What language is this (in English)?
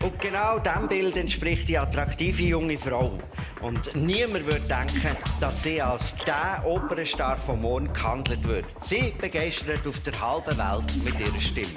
Swiss German